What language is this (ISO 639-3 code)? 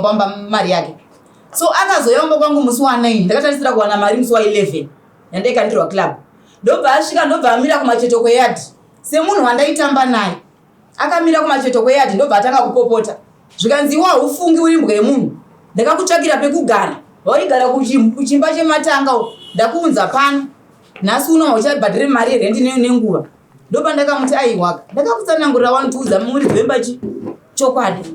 sna